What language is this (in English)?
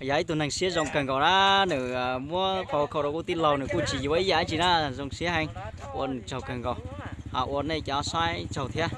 Hmong